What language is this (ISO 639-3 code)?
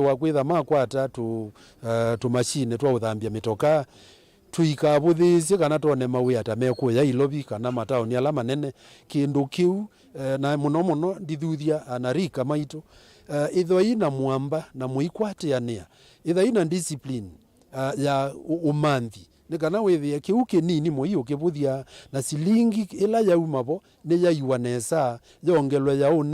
kam